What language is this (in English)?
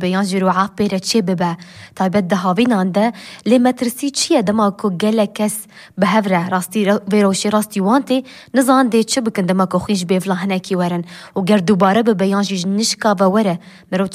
Kurdish